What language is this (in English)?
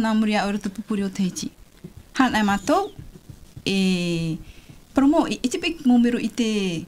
Tahitian